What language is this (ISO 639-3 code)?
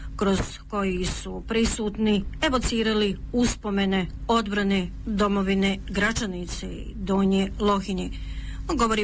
bos